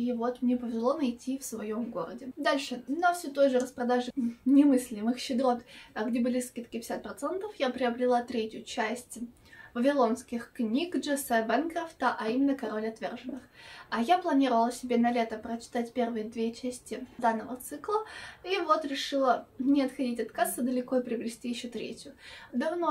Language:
Russian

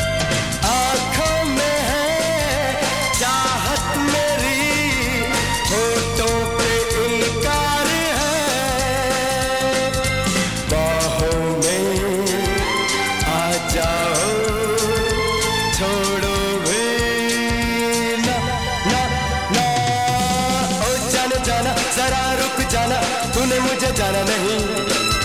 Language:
Hindi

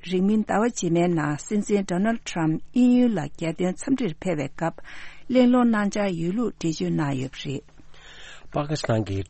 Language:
Tibetan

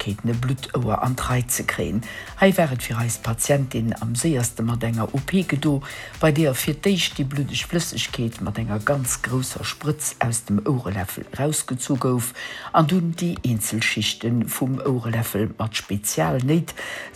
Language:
Luxembourgish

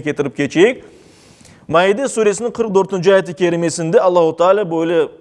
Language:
Crimean Tatar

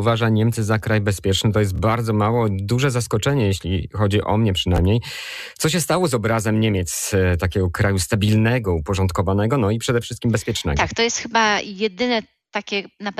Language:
Polish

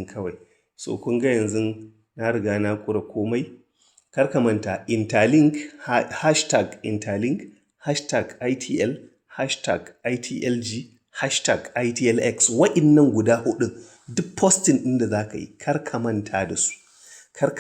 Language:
Hausa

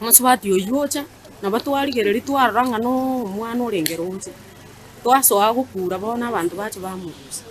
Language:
Gusii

